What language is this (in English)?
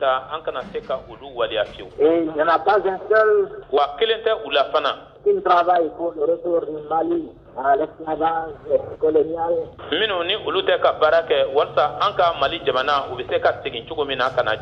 Bambara